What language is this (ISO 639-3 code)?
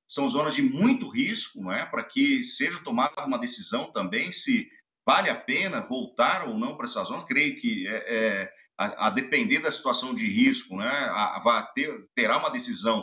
por